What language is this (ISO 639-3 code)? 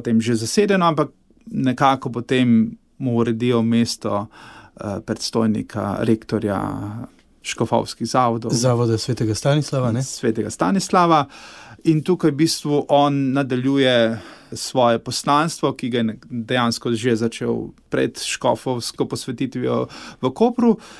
slv